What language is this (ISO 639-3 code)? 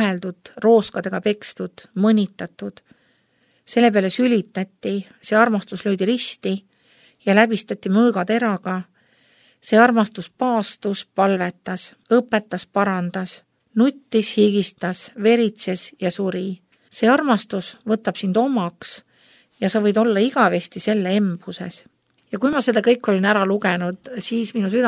est